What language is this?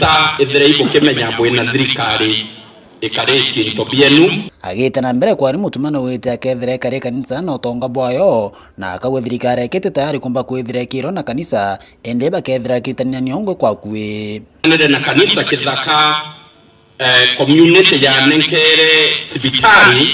Meru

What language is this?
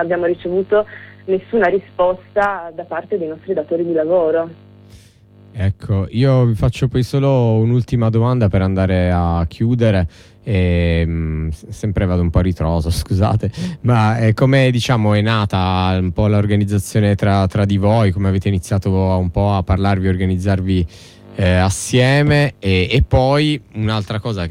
Italian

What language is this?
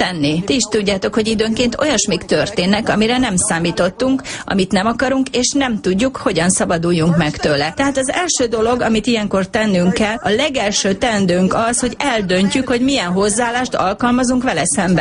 Hungarian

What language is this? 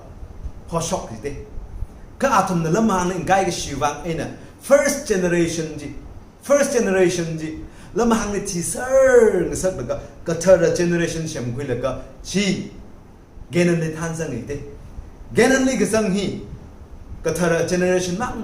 Tangkhul Naga (India)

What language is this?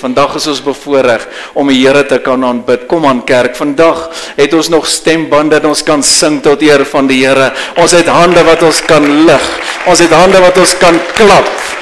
Afrikaans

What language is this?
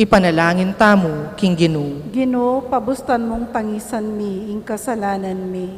Pampanga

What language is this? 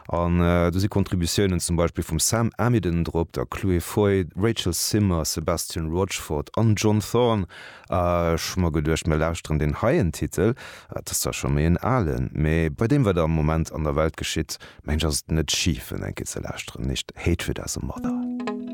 Luxembourgish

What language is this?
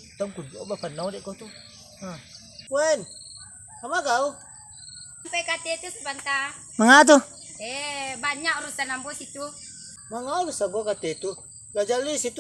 Minangkabau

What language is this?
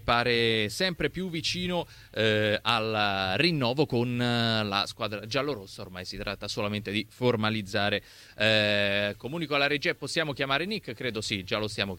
Italian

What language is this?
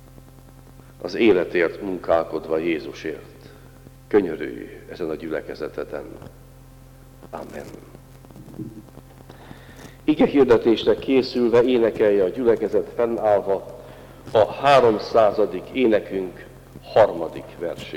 Hungarian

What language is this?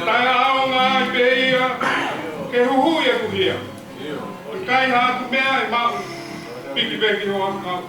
Tongan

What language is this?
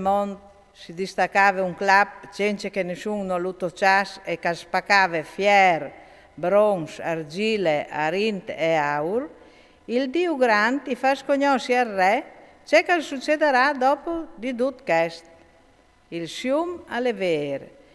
Friulian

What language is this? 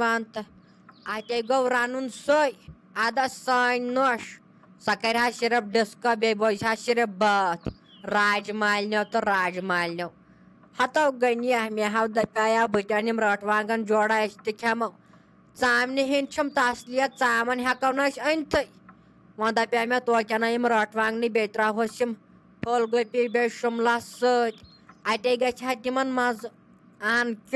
Kashmiri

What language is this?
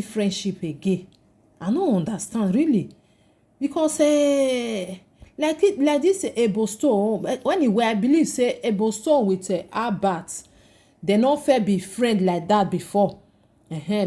Nigerian Pidgin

